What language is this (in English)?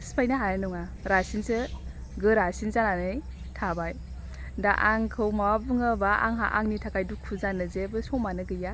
Bodo